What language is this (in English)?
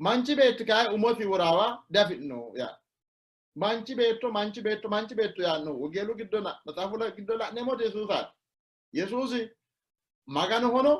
Sidamo